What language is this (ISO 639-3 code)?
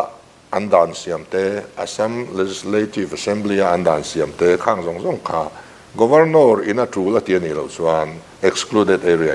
lus